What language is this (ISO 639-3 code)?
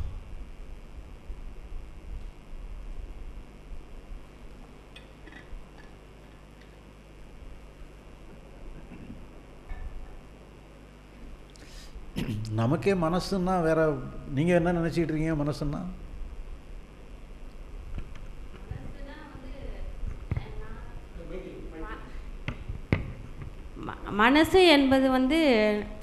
tam